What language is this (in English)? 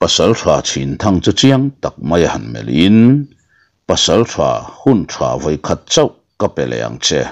Mizo